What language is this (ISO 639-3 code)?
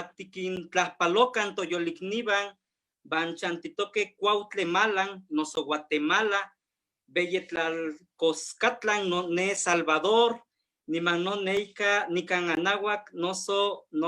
nhe